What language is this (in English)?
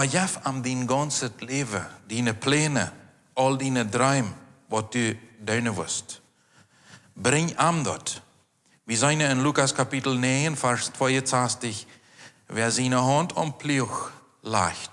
Plautdietsch